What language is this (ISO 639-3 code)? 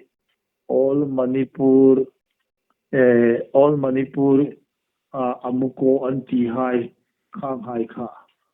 hmr